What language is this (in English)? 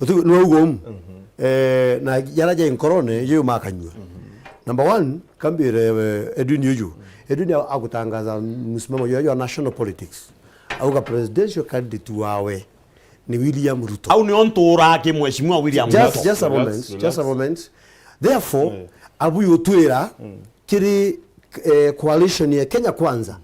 Meru